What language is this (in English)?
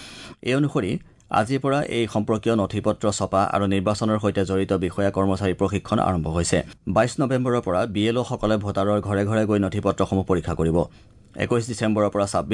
Assamese